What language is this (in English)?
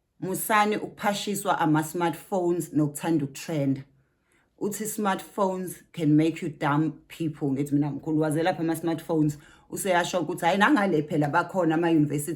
Zulu